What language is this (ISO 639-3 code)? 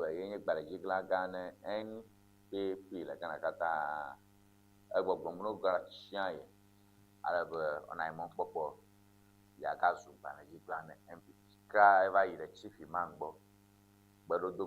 ewe